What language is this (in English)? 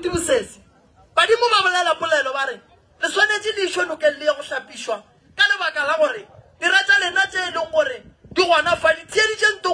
Northern Sotho